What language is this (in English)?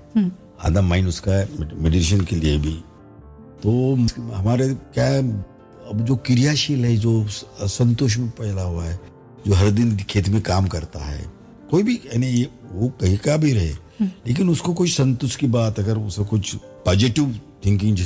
Hindi